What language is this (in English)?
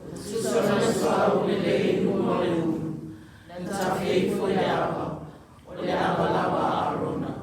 Samoan